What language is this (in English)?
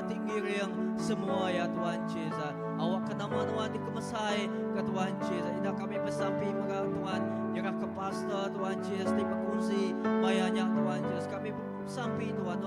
Iban